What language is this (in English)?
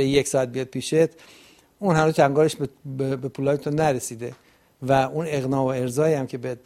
Persian